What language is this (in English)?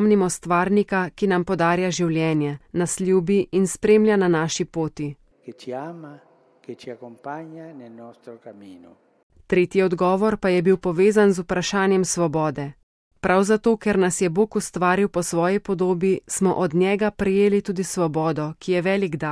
Slovenian